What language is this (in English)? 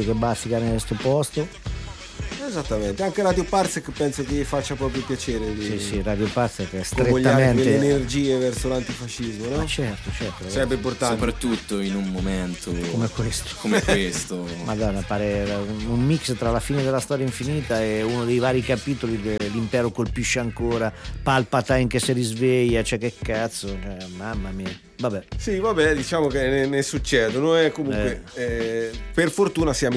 Italian